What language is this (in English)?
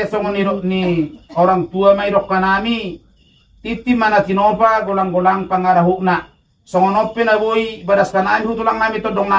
Batak Simalungun